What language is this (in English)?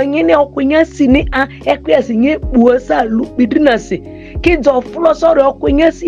Ma'di